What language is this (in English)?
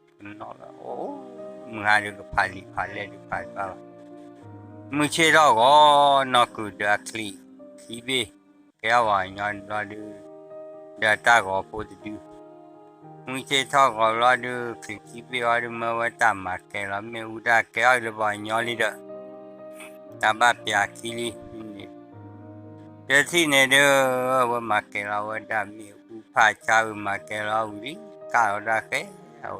S'gaw Karen